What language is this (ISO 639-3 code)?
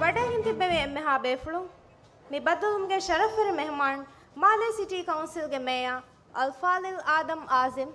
div